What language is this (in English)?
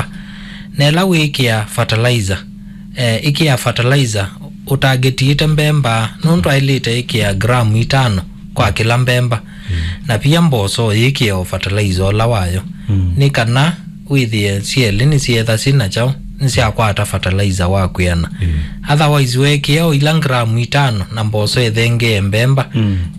Kamba